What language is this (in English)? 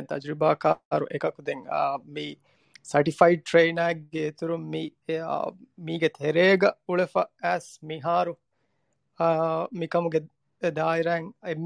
Divehi